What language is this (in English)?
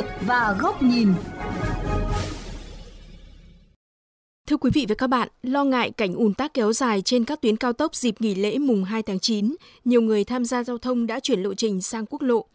Vietnamese